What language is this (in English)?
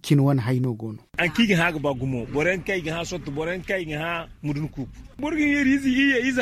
Zarma